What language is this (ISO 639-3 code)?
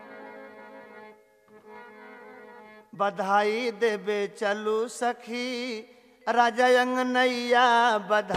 bho